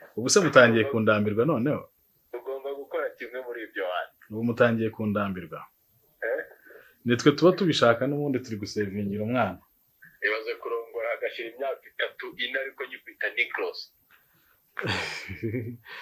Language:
Kinyarwanda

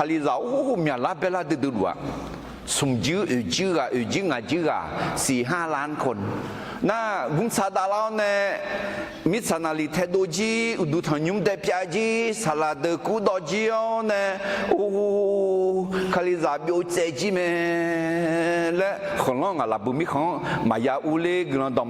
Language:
Akha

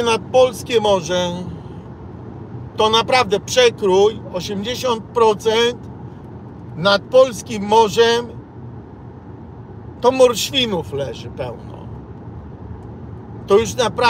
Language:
Polish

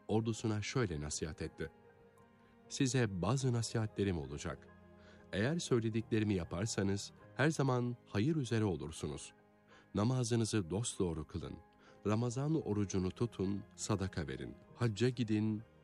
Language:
Turkish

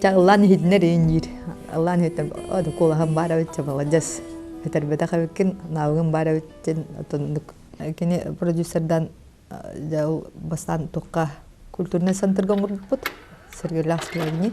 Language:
Yakut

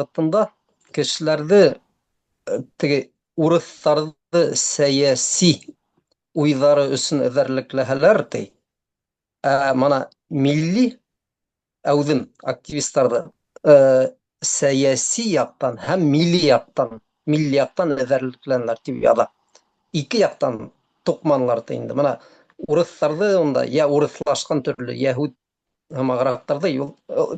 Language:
Bashkir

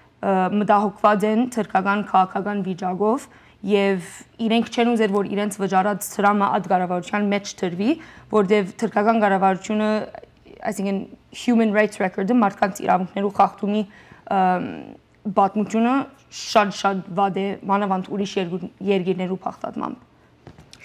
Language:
Western Armenian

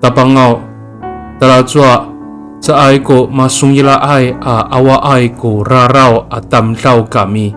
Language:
Amis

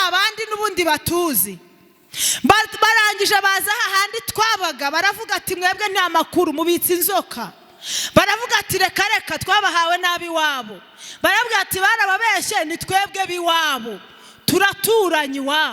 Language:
Kinyarwanda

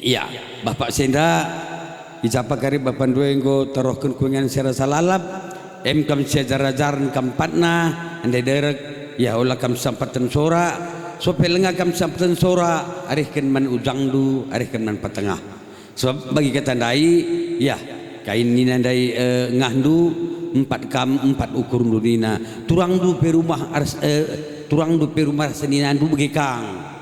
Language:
Batak Karo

